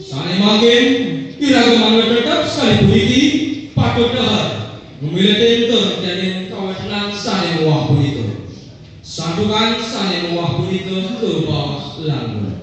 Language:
Balinese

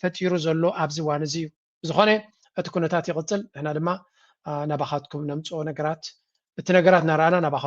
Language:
Tigrinya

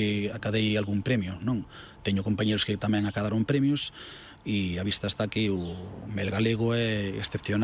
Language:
Galician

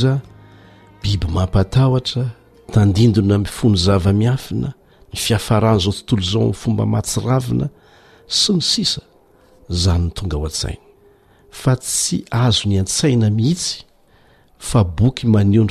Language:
Malagasy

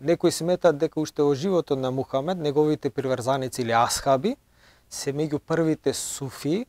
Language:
Macedonian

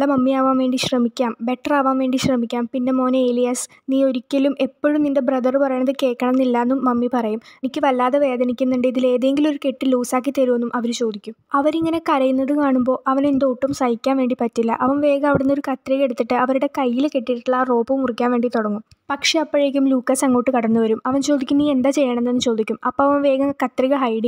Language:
Malayalam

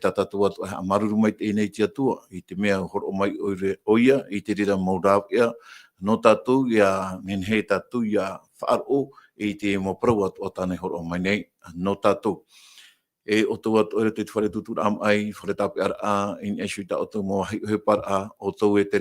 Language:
Tahitian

